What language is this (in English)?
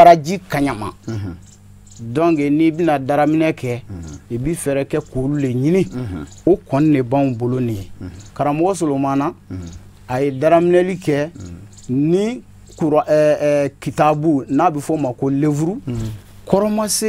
Bambara